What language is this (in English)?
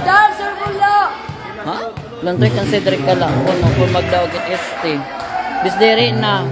Waray